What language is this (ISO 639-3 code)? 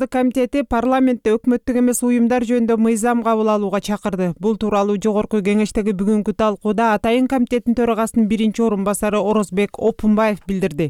kir